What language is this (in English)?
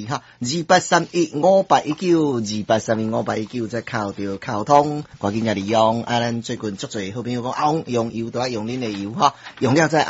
Min Nan Chinese